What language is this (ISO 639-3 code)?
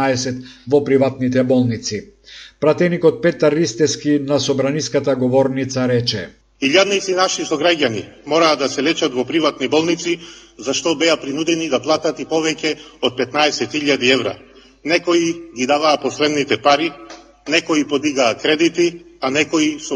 mkd